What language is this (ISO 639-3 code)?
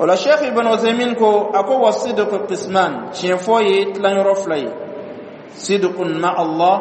dyu